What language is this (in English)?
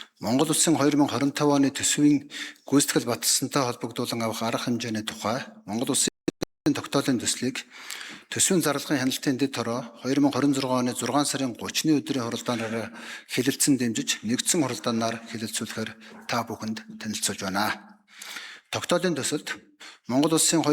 Mongolian